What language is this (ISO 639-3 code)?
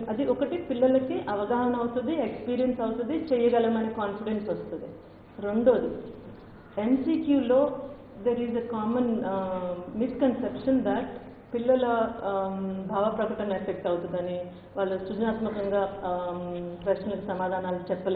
tel